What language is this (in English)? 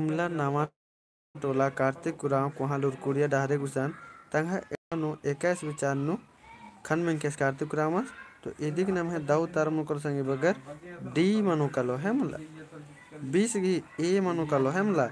Kurukh